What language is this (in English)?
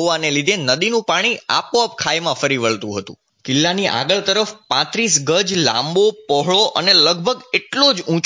Gujarati